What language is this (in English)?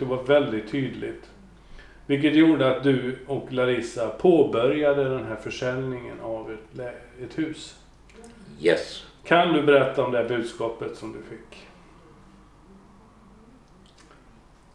Swedish